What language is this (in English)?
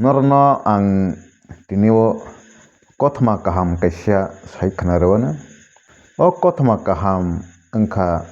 Kok Borok